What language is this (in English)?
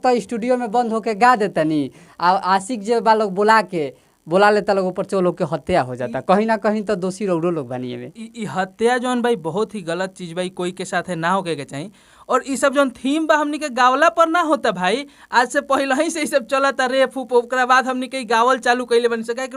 Bhojpuri